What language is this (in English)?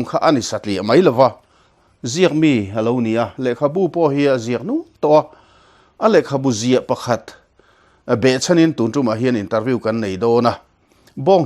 Mizo